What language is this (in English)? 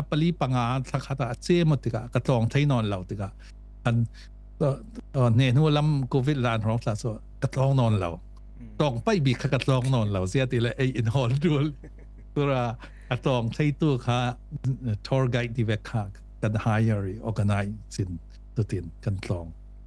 Falam Chin